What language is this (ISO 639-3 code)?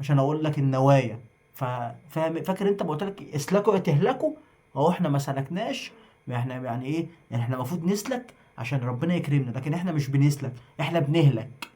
arz